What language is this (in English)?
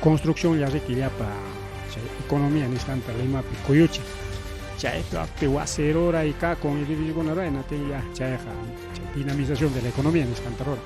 Ayacucho Quechua